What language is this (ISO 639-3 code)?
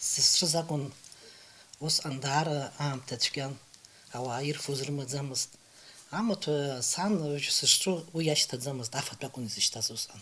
abk